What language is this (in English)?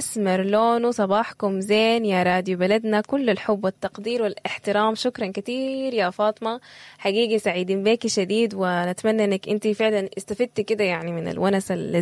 Sudanese Arabic